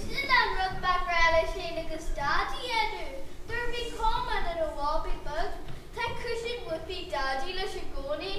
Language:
Irish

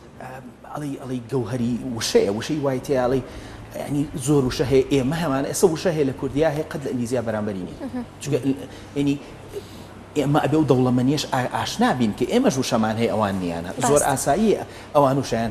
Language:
Central Kurdish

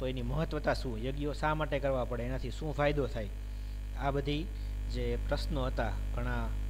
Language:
Gujarati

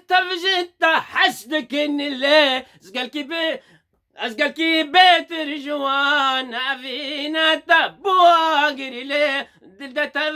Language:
Kurdish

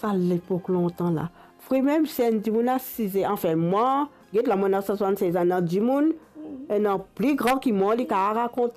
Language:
Morisyen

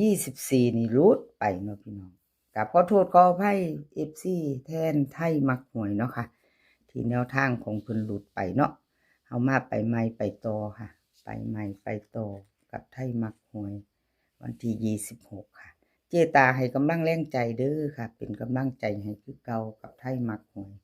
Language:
Northeastern Thai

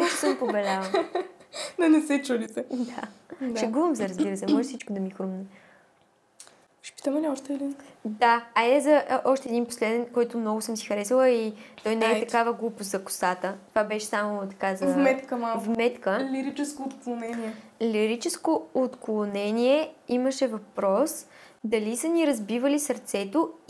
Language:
Bulgarian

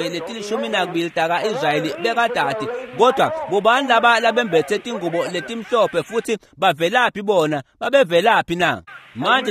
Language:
Swati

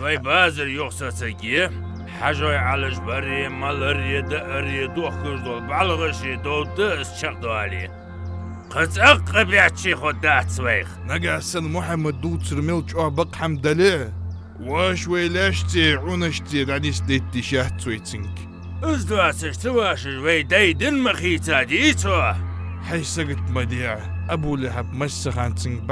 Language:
Ingush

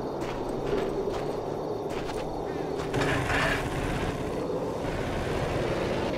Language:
Russian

